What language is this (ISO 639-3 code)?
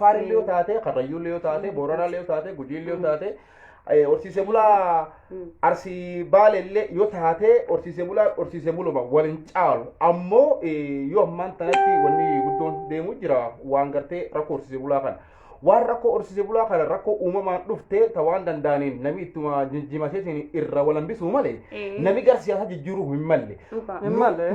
orm